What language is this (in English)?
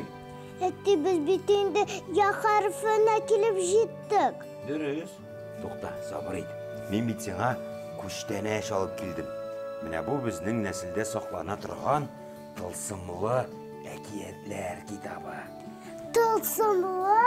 Tatar